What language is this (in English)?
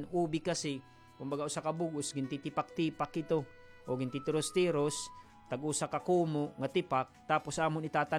Waray